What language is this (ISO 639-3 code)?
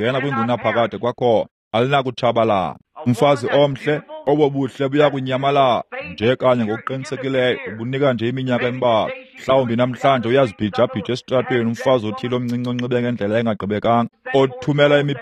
xho